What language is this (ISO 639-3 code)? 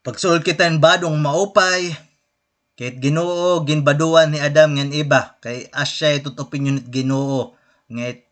war